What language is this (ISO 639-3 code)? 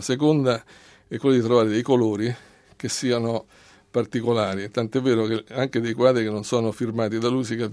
ita